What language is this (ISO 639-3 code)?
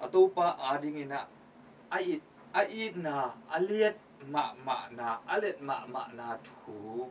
ctd